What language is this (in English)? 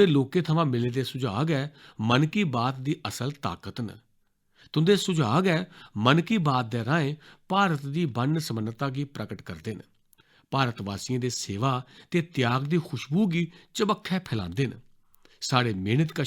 Dogri